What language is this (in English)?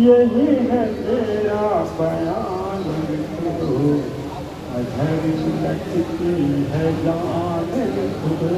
Angika